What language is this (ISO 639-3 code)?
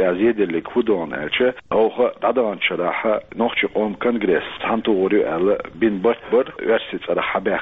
che